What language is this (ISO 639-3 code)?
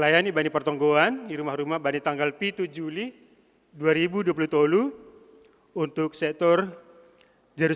bts